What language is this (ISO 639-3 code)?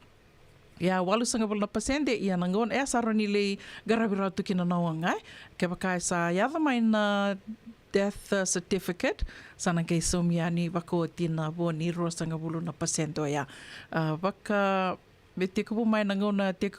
fij